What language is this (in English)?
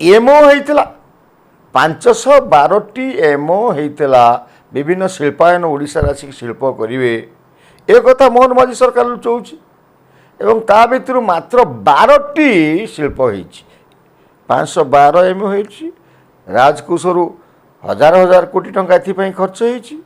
Odia